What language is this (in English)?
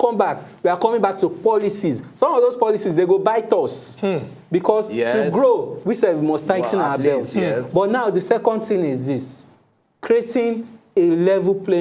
Nigerian Pidgin